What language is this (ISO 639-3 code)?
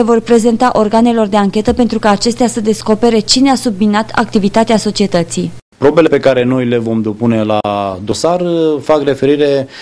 ron